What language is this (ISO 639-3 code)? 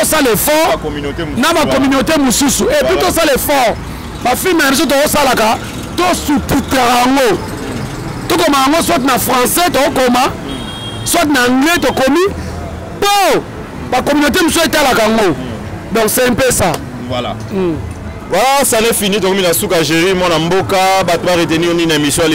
lin